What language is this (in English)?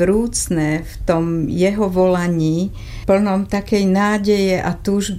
Slovak